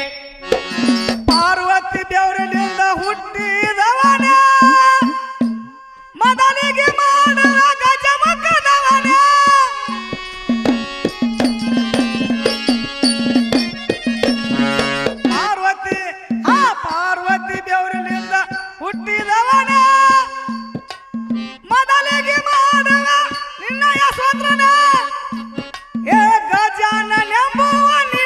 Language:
Kannada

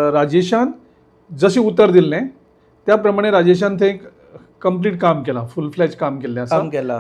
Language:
Konkani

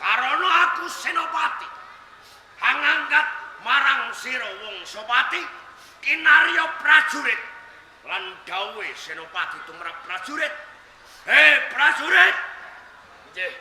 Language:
Javanese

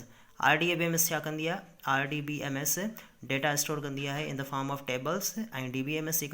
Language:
Sindhi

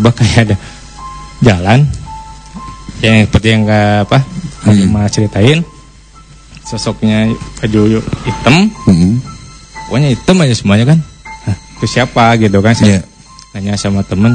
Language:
Indonesian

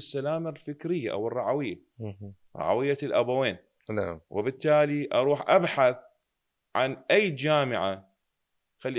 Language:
Mesopotamian Arabic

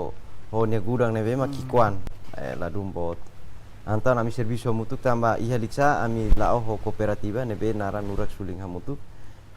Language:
Tetum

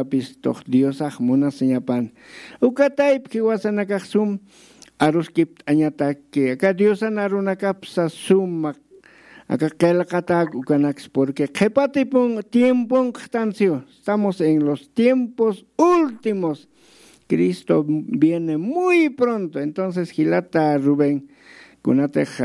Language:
Aymara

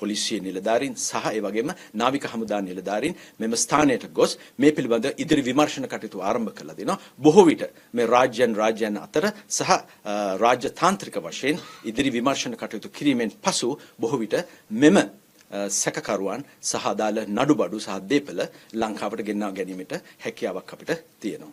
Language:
Sinhala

